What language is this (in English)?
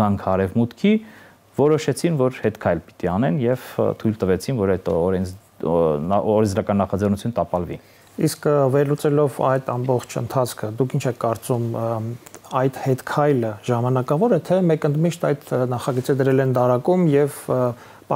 Armenian